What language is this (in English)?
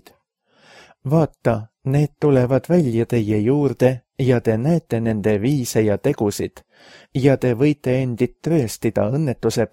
Estonian